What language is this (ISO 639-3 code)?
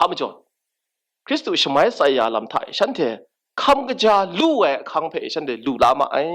kac